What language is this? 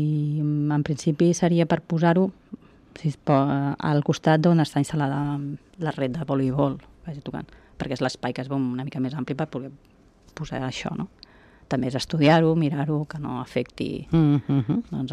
Catalan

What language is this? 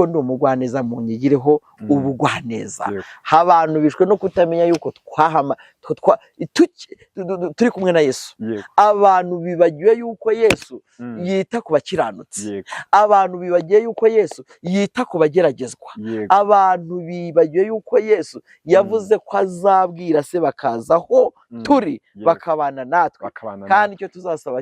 Kinyarwanda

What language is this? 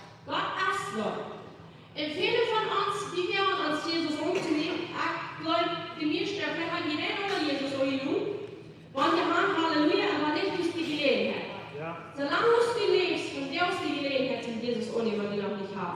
Plautdietsch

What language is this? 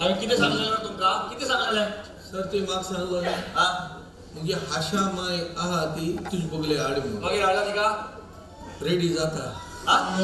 Konkani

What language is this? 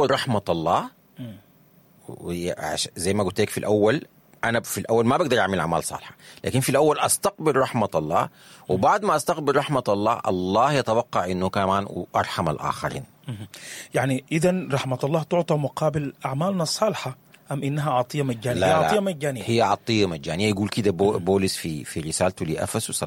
Sudanese Arabic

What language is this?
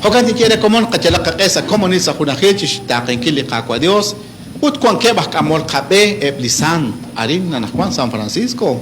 Kekchí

